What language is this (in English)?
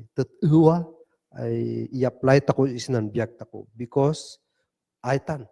Kankanaey